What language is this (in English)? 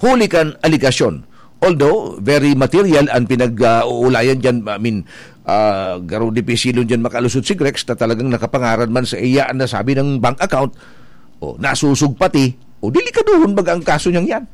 Bikol